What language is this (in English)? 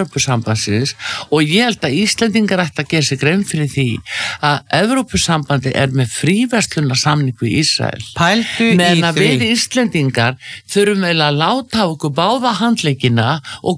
Icelandic